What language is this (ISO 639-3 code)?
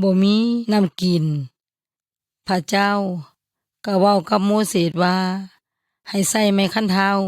yoy